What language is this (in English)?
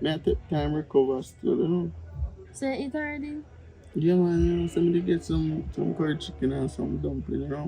Jamaican Creole English